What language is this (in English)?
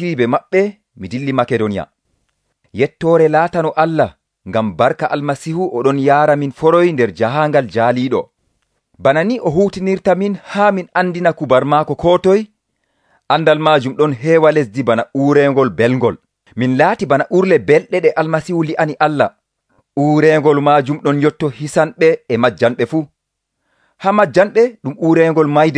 Nigerian Fulfulde